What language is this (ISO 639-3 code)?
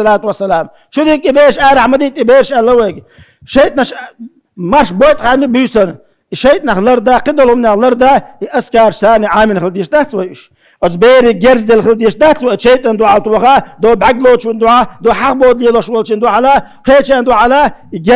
che